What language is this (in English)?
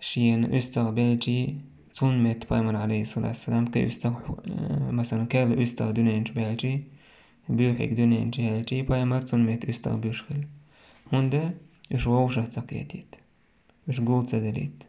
Chechen